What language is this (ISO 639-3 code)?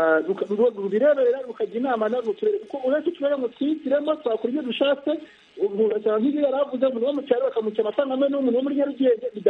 kin